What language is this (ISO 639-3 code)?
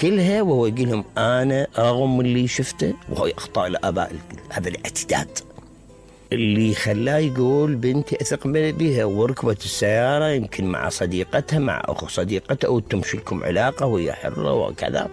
acm